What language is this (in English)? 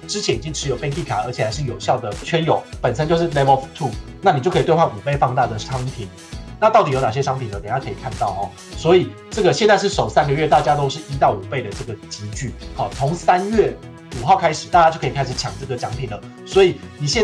Chinese